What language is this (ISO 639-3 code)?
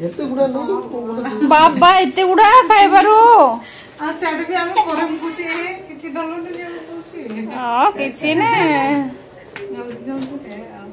sat